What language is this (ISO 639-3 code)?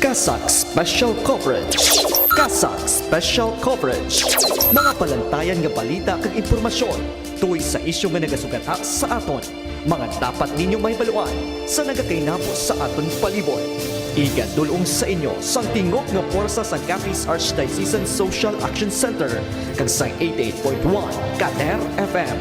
hil